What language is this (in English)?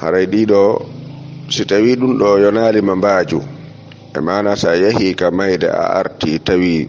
Fula